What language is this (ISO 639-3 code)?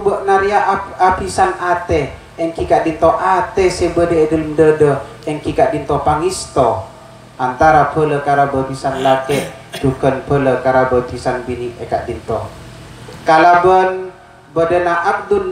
mad